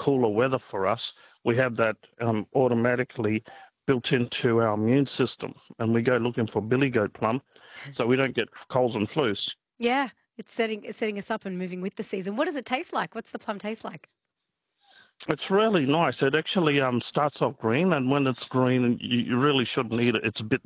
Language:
English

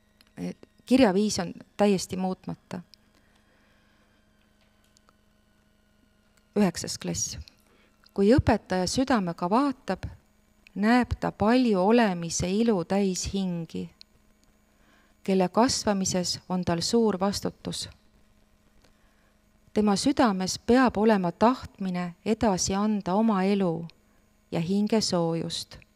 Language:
Estonian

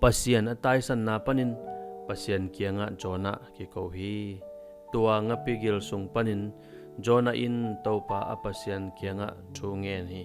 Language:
Tedim Chin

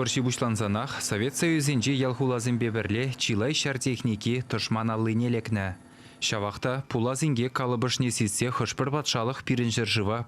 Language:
Chuvash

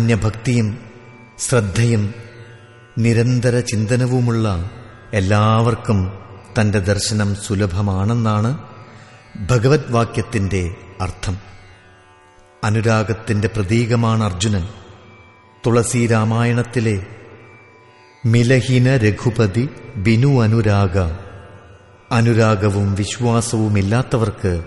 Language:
Malayalam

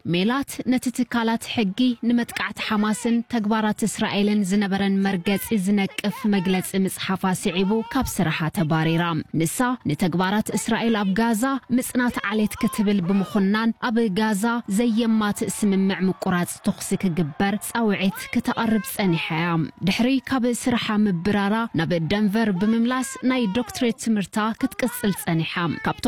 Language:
Tigrinya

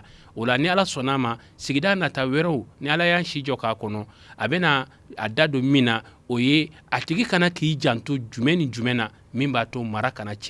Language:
Bambara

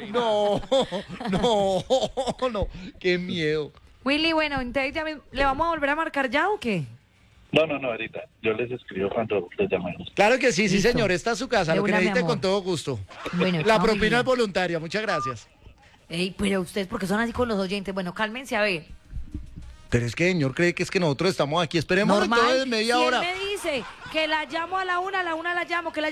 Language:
Spanish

